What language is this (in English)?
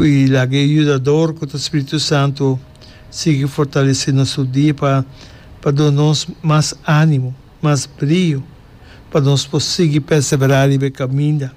Papiamento